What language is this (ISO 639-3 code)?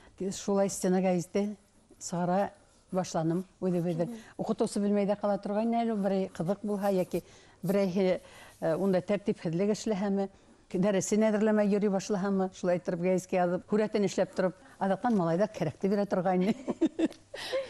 bak